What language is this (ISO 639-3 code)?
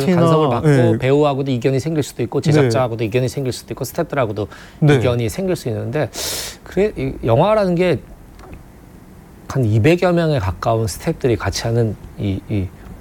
kor